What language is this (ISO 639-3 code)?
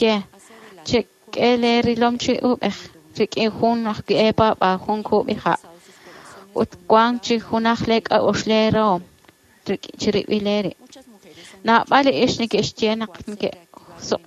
kek